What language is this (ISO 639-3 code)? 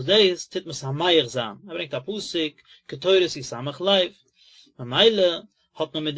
yid